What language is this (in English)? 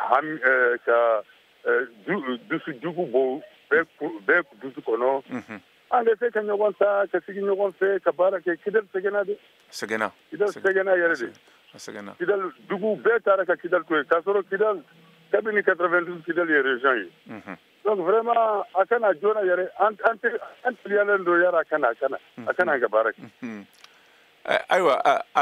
Bambara